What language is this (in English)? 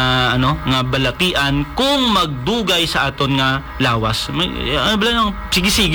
Hiligaynon